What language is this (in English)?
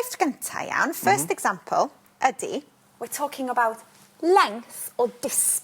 Welsh